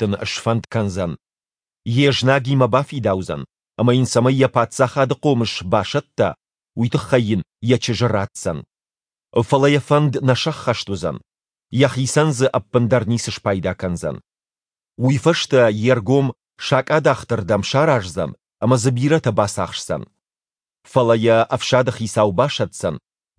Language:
Ossetic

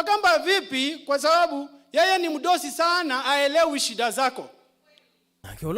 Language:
Kamba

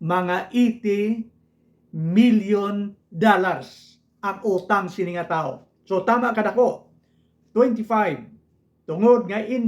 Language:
Hiligaynon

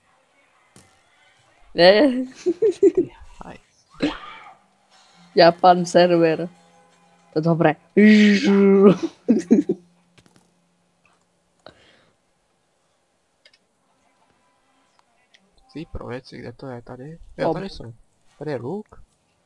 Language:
Czech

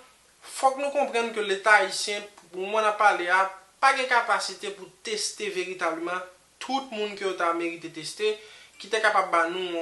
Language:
Haitian Creole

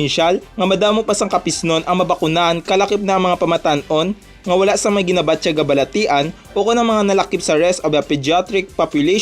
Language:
Hiligaynon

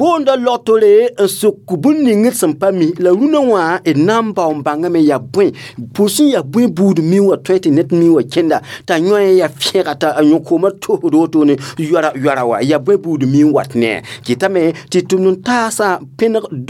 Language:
Mossi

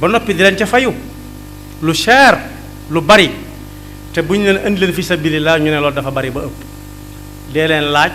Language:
Wolof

